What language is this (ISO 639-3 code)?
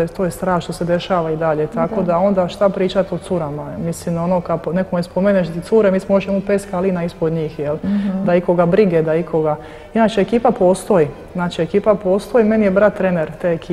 hrv